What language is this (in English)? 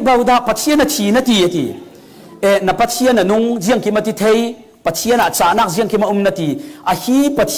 Falam Chin